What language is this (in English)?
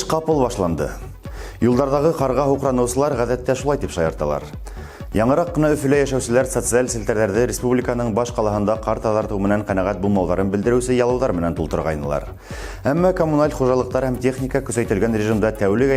Bashkir